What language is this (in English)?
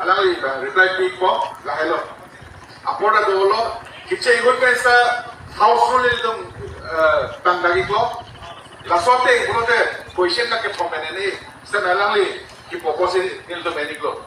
Karbi